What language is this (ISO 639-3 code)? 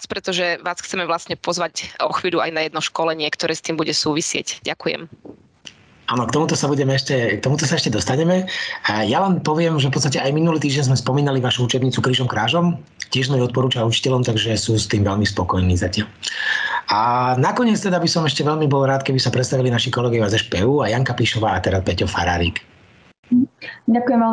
slk